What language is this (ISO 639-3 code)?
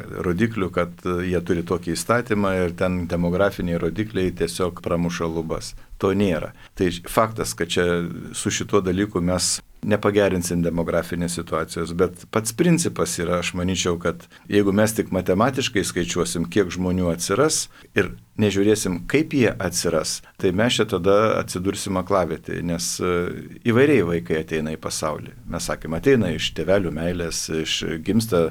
lit